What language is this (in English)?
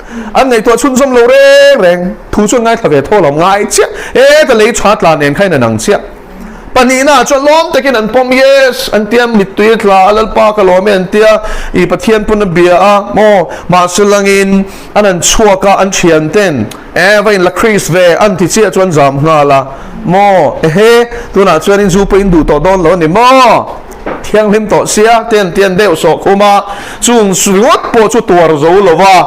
Mizo